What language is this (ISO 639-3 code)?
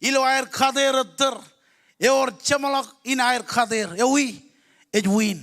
mah